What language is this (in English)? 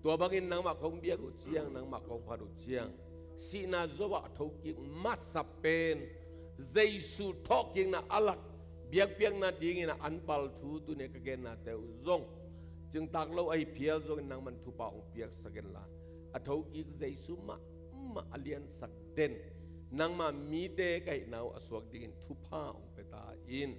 Tedim Chin